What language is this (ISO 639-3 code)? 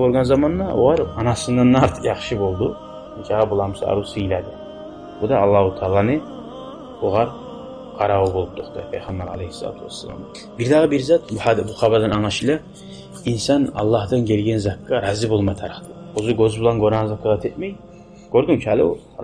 kum